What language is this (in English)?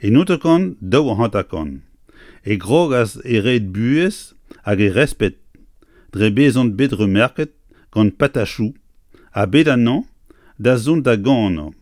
Breton